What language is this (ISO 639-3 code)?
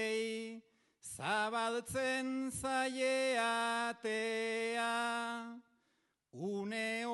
eus